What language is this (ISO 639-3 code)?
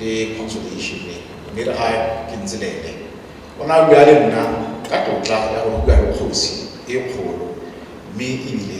tsn